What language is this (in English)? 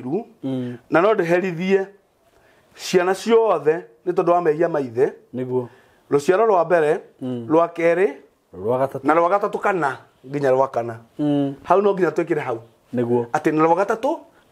Kikuyu